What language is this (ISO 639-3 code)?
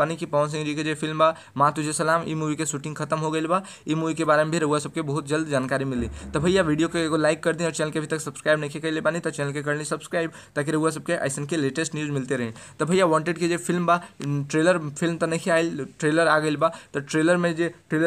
bho